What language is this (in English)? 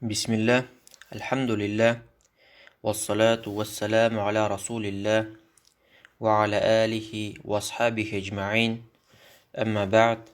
Tatar